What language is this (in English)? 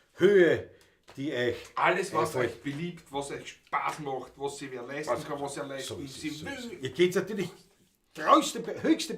Bavarian